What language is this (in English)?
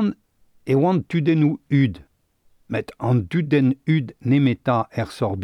Breton